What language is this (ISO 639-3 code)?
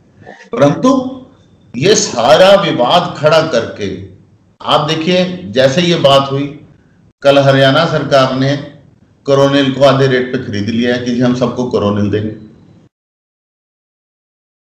hin